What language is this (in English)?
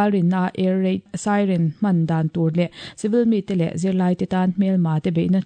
Mizo